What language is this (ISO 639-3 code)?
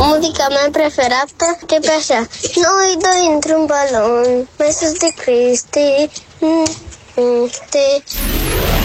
ron